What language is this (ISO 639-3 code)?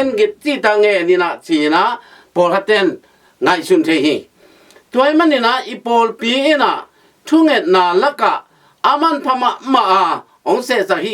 ctd